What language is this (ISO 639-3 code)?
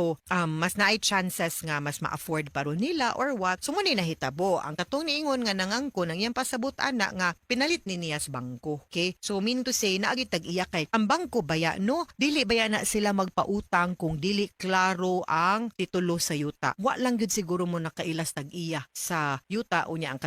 ceb